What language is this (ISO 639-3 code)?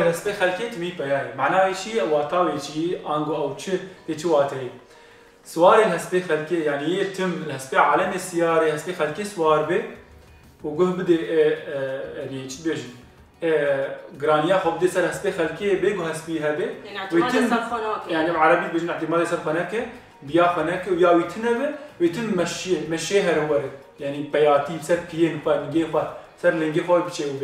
kur